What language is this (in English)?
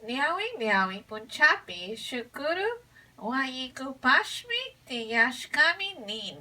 Chimborazo Highland Quichua